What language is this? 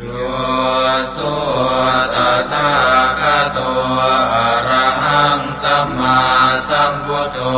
Pali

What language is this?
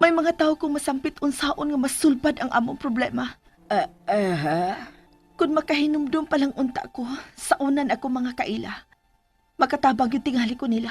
Cebuano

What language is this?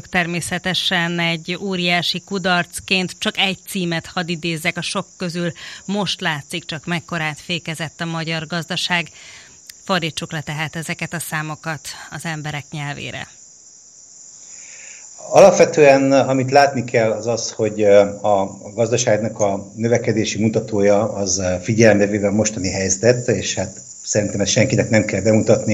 Hungarian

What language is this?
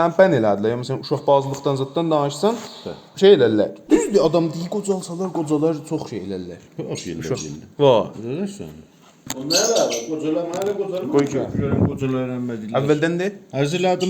South Azerbaijani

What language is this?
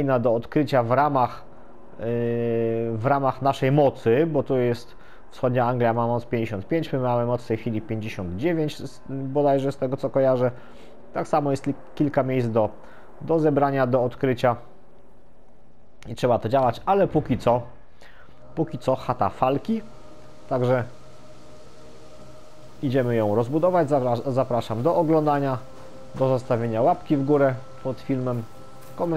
Polish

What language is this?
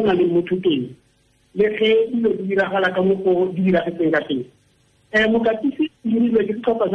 Tswana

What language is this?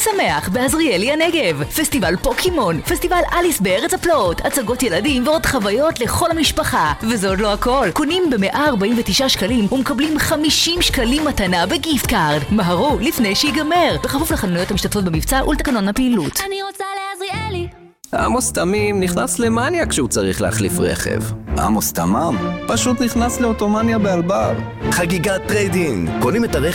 Hebrew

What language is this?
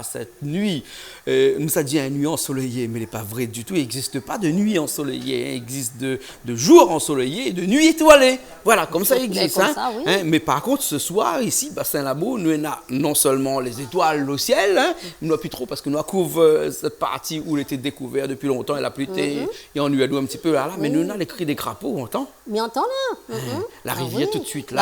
Réunion Creole French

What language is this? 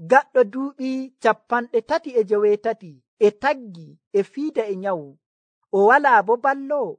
Nigerian Fulfulde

